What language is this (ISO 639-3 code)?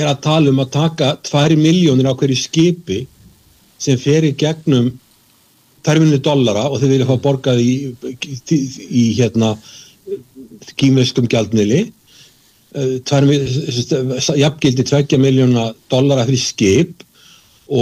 isl